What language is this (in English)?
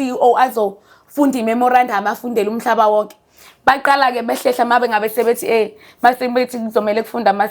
Zulu